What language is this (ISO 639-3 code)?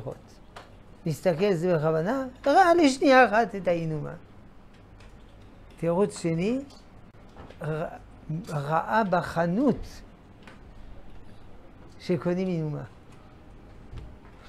heb